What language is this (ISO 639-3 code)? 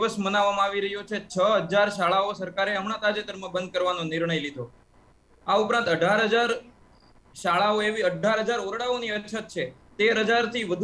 guj